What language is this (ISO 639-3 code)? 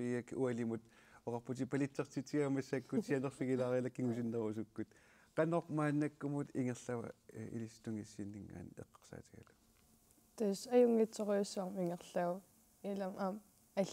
kal